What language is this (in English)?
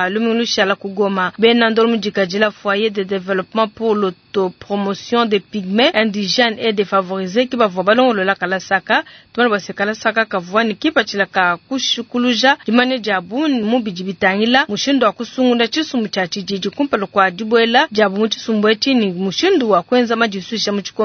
Luba-Lulua